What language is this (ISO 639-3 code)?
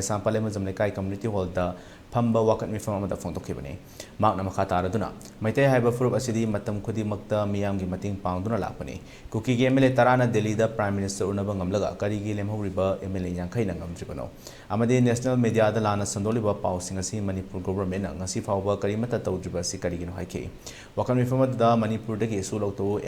mni